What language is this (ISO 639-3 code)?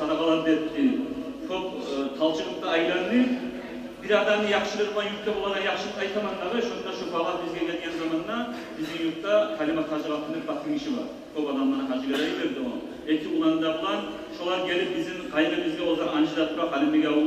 kum